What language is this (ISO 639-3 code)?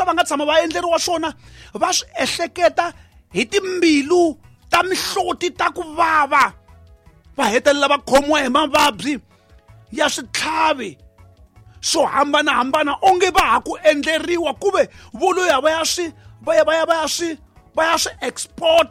tso